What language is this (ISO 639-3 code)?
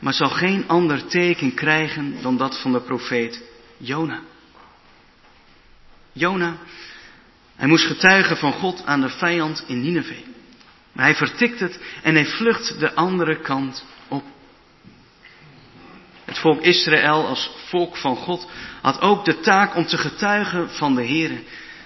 nld